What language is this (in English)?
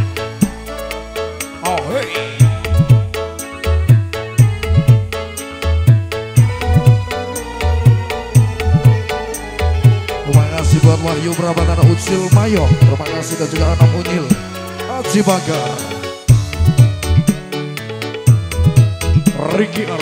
Indonesian